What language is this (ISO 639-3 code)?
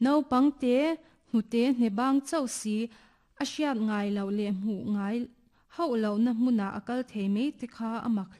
lus